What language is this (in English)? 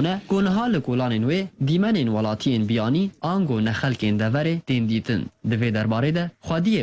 Kurdish